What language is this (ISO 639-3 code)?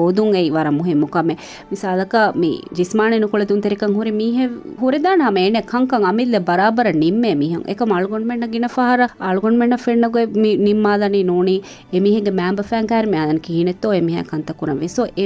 div